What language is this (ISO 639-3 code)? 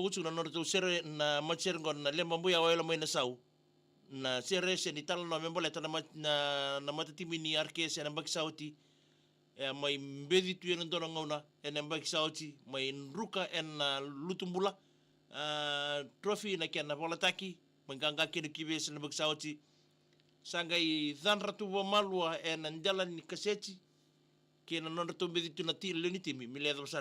fij